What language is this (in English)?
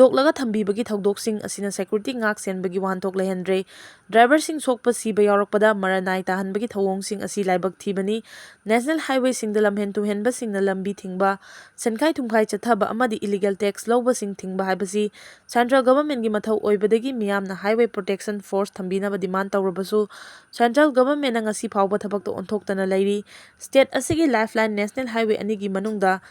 Manipuri